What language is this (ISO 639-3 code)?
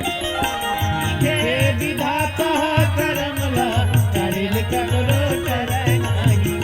hne